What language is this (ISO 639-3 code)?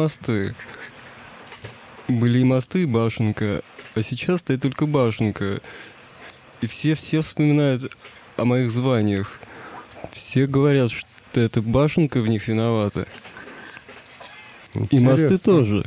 rus